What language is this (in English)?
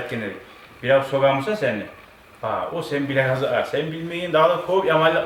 Kumyk